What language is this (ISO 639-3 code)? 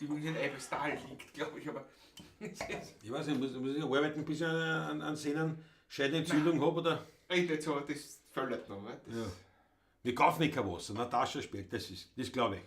bar